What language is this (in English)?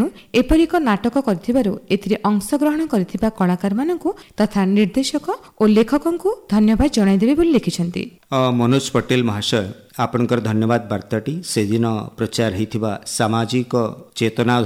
Odia